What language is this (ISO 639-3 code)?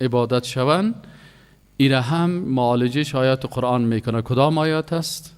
fas